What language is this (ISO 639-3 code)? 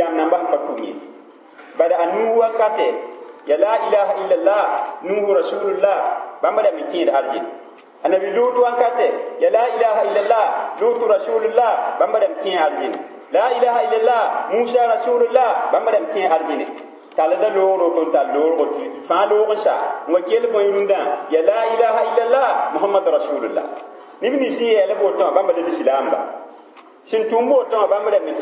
mos